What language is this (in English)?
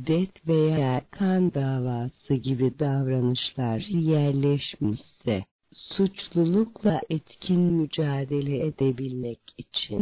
Turkish